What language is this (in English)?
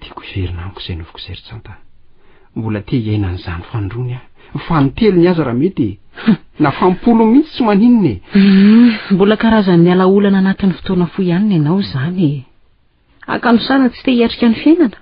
Malagasy